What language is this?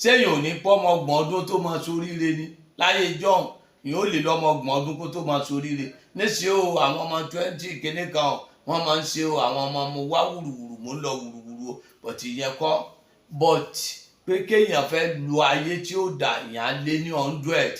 Yoruba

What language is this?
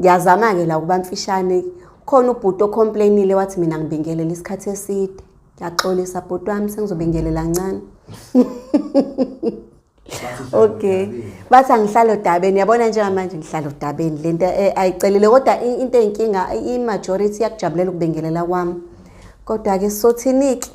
Zulu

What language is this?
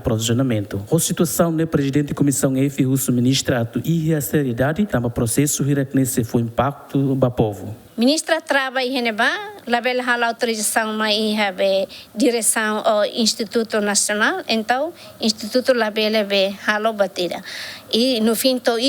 Tetum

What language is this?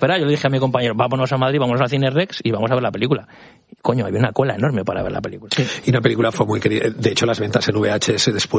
Spanish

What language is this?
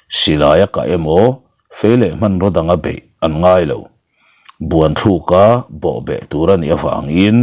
Mizo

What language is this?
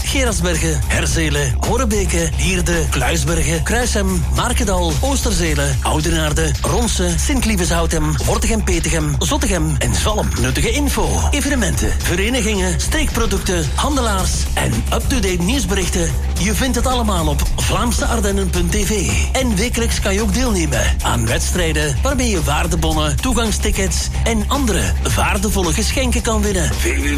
Dutch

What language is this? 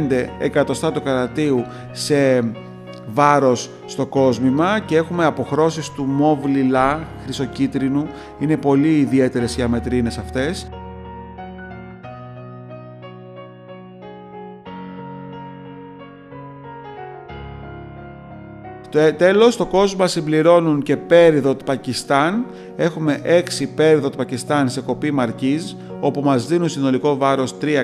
Greek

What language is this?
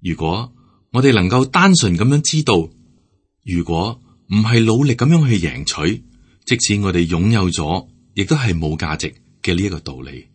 Cantonese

